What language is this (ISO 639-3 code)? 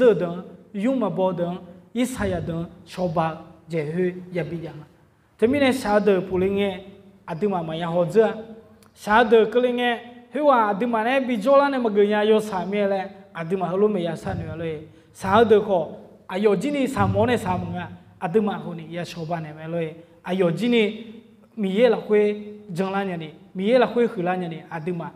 ahk